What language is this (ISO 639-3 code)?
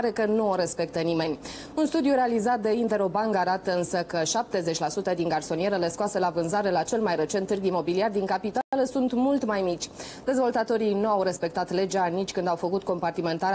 ron